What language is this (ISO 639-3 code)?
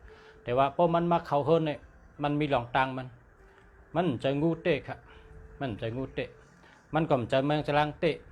shn